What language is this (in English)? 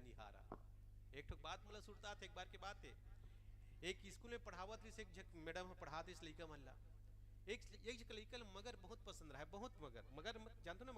Chhattisgarhi